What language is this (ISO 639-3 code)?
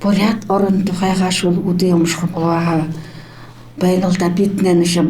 bua